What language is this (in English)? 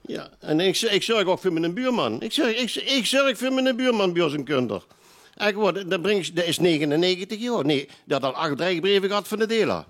Limburgish